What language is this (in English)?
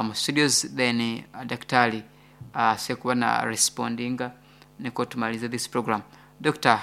Nyankole